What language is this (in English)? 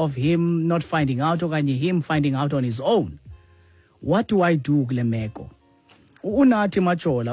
Xhosa